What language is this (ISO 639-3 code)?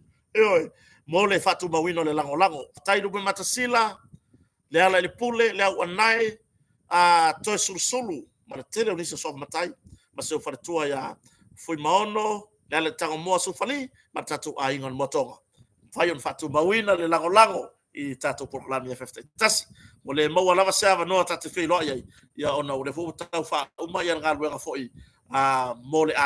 smo